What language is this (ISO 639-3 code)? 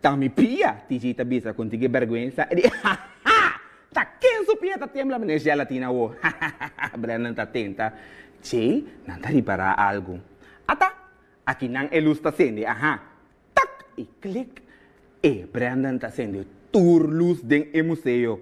pap